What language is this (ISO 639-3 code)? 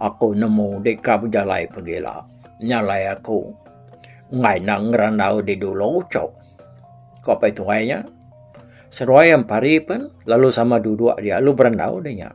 iba